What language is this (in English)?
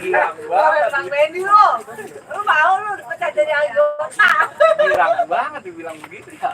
Betawi